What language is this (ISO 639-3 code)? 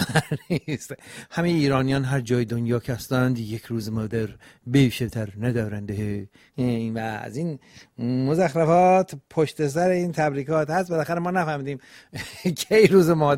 fas